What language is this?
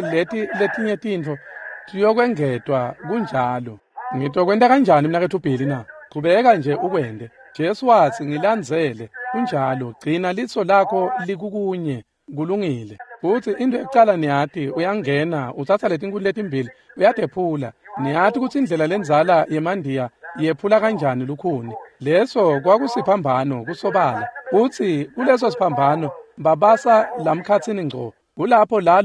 Swati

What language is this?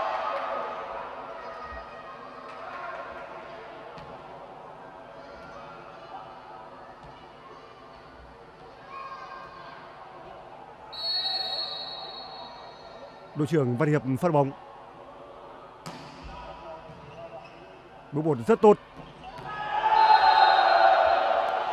Vietnamese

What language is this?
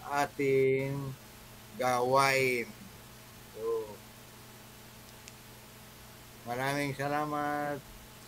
Filipino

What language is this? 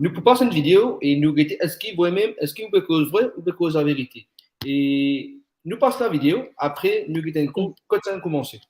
Morisyen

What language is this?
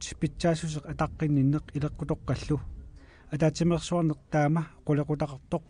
Kalaallisut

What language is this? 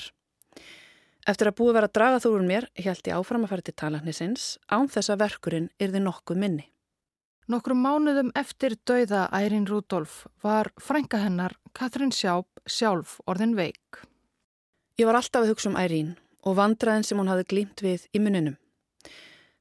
Icelandic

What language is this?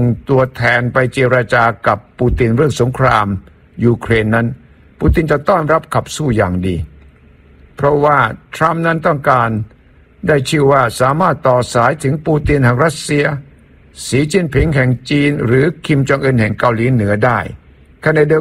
Thai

